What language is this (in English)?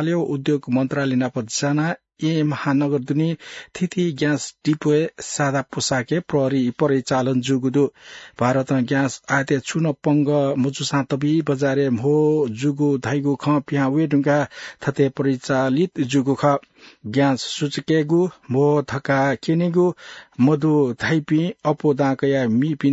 Newari